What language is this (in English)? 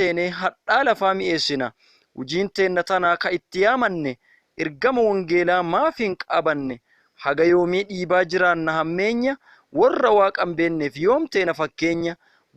Oromo